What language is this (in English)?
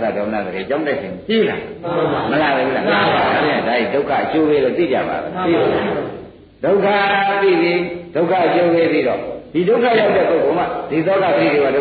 Burmese